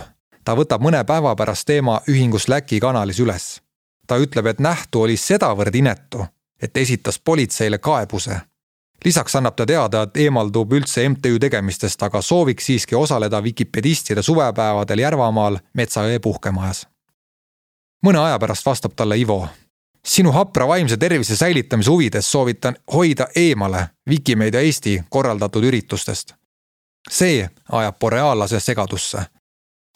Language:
Estonian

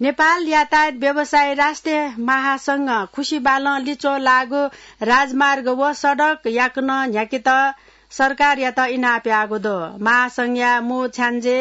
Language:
Newari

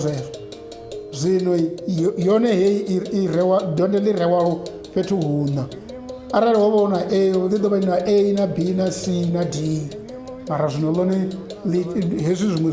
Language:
Venda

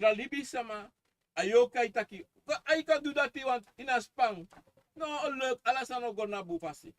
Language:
Sranan Tongo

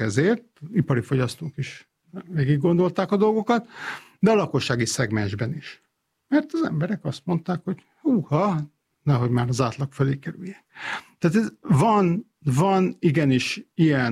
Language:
Hungarian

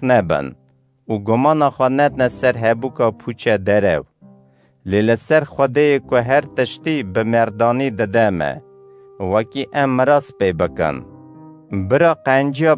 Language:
Kurdish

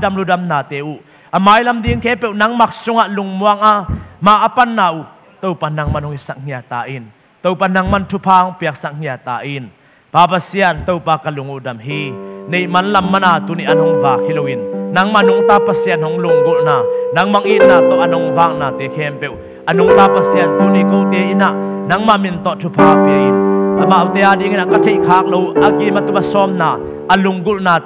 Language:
Tedim Chin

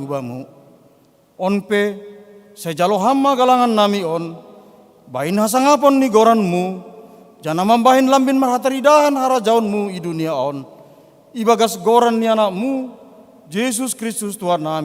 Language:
Batak Simalungun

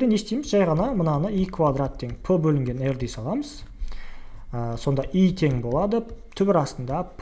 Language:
Kazakh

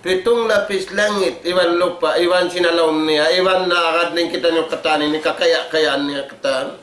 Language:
Tausug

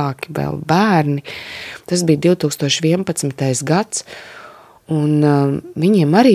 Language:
Latvian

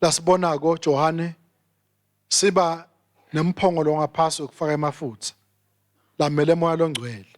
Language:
Swati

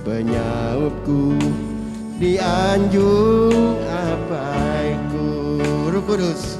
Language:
Iban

